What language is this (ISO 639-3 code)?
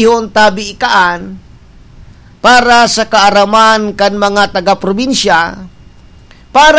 bik